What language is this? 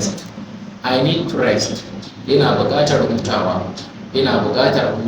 Hausa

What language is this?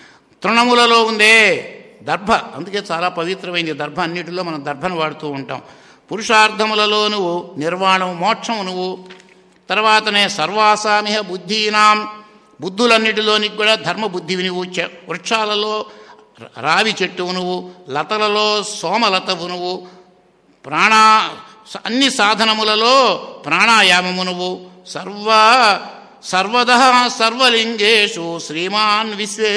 Telugu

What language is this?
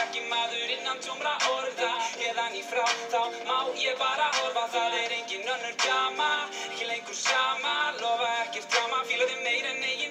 Icelandic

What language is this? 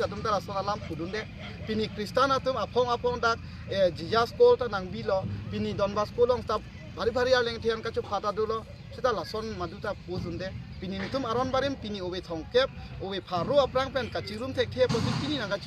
Karbi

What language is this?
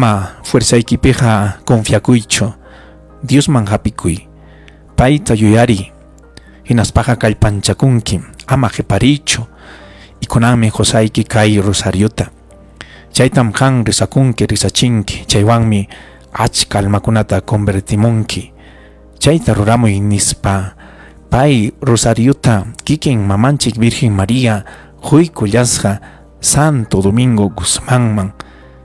Ayacucho Quechua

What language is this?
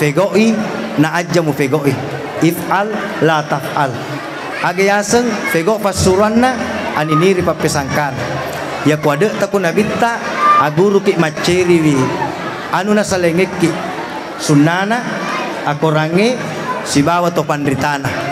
Buginese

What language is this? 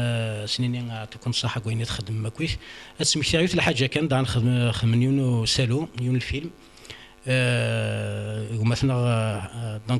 Kabyle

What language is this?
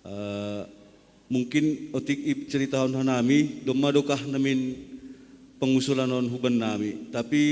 Batak Simalungun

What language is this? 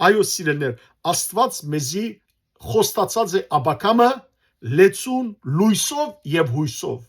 Western Armenian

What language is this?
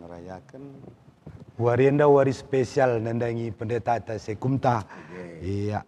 Batak Karo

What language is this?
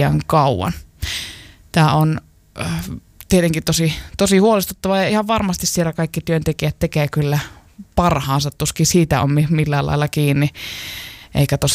Finnish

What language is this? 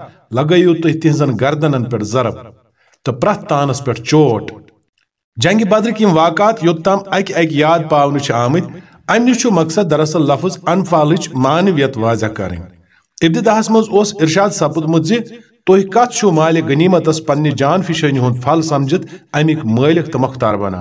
Kashmiri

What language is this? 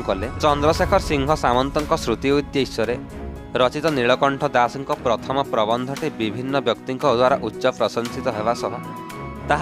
Odia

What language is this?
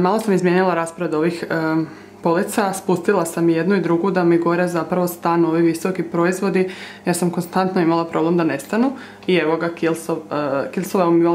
Croatian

